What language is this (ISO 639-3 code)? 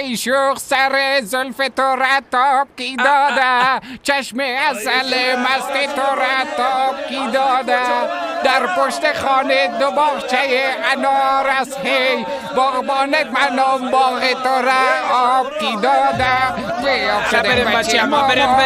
fas